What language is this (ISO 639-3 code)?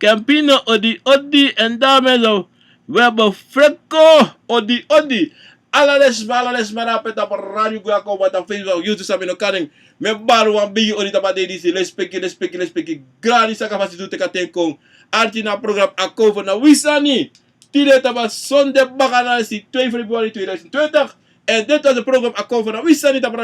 srn